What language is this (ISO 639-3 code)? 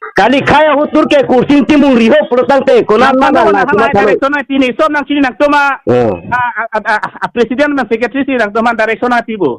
mjw